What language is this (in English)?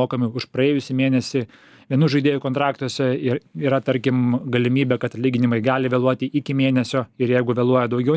Lithuanian